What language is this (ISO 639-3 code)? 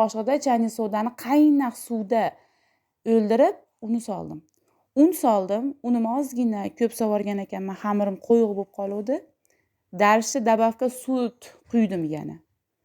uzb